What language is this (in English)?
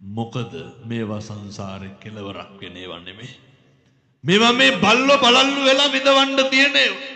Sinhala